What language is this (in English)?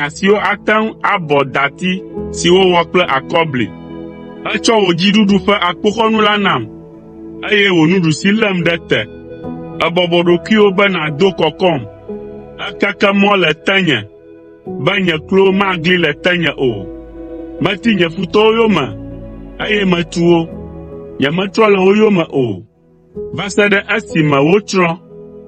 Ewe